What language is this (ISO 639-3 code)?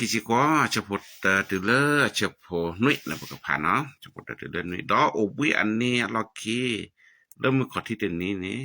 ksw